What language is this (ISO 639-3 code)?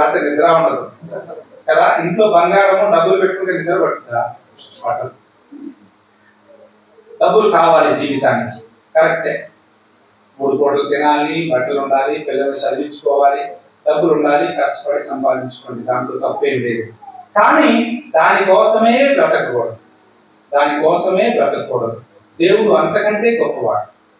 tel